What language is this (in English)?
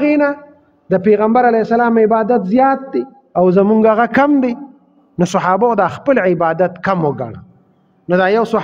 Pashto